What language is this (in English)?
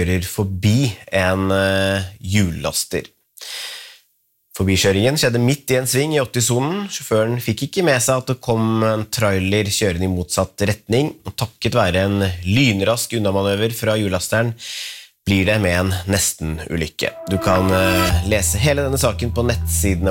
Norwegian